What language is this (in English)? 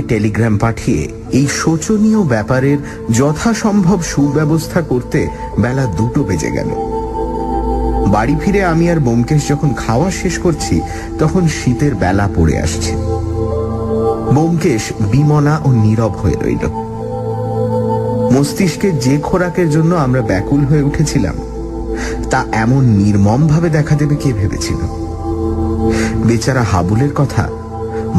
Bangla